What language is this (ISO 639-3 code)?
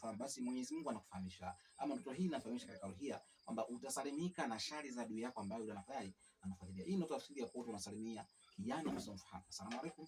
swa